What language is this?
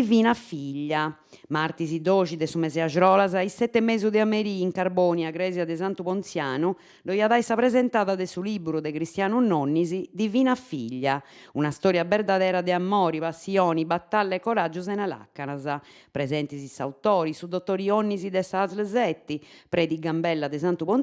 Sardinian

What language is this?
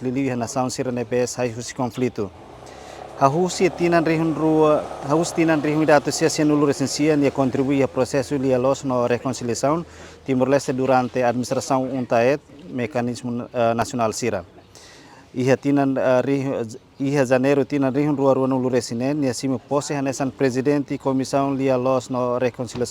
Tetum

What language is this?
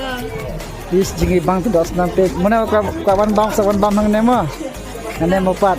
Khasi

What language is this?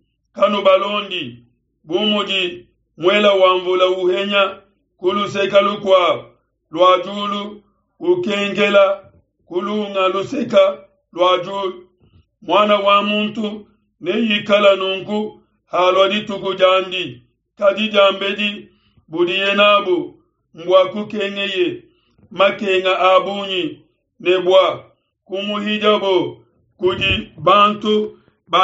Luba-Lulua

